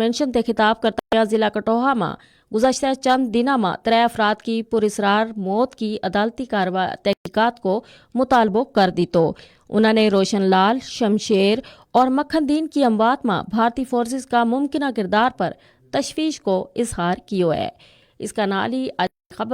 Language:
Gujari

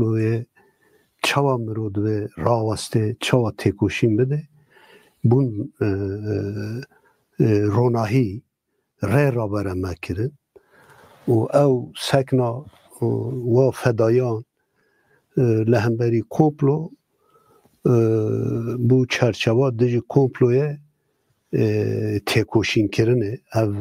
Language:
Kurdish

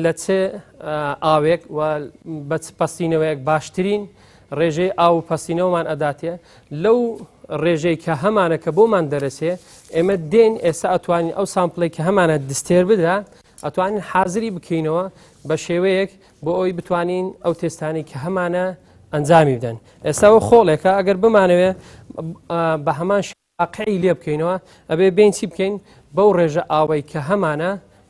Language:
Central Kurdish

